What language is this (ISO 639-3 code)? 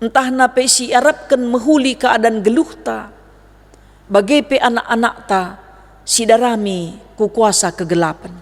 btx